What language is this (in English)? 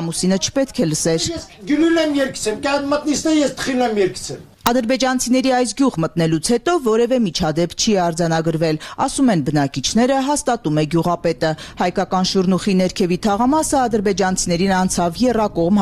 Armenian